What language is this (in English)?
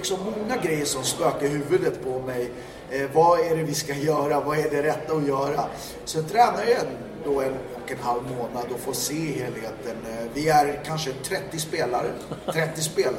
Swedish